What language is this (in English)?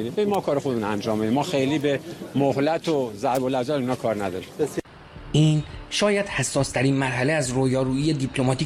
Persian